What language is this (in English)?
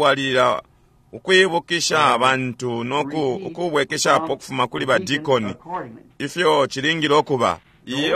Bemba